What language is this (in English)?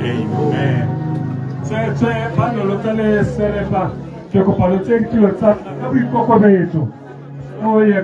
Tswana